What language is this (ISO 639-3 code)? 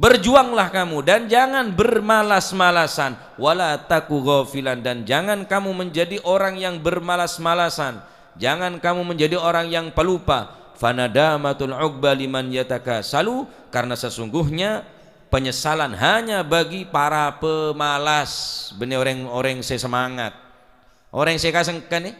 mad